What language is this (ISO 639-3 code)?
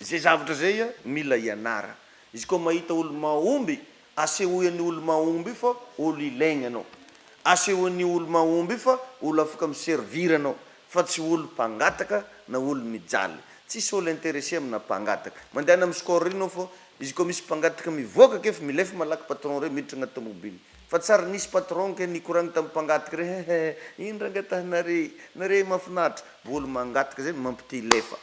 mlg